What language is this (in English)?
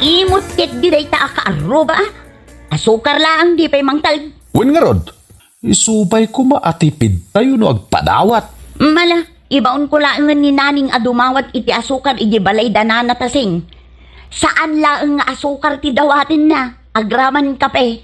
Iloko